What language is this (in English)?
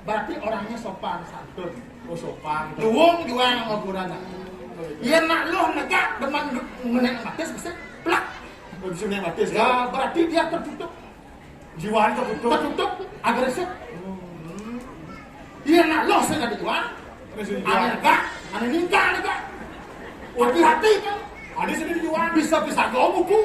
Balinese